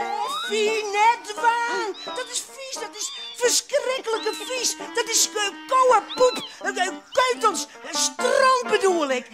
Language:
Western Frisian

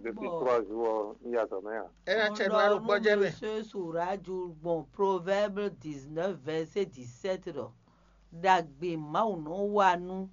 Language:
Fon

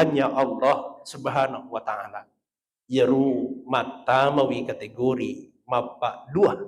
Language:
Buginese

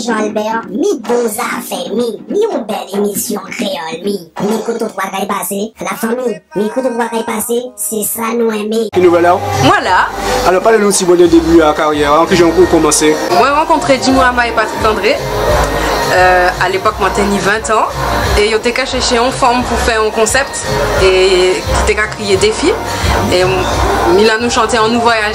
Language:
Guadeloupean Creole French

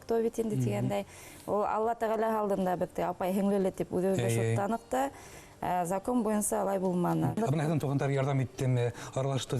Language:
Bashkir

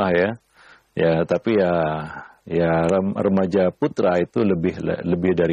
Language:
Indonesian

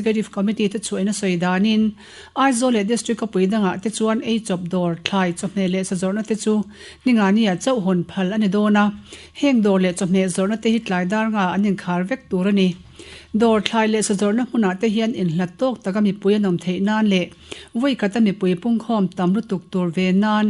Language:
Mizo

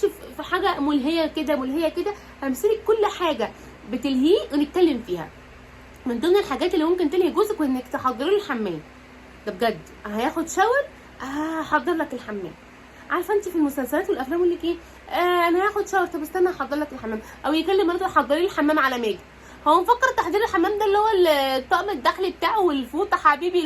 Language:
Egyptian Arabic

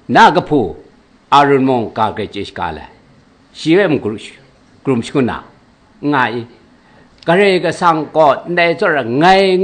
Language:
Kachin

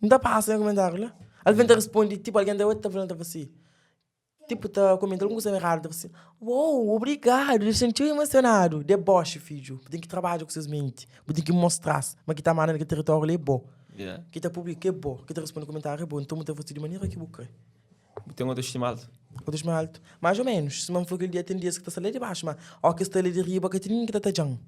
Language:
Kabuverdianu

